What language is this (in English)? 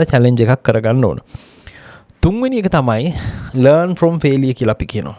Sinhala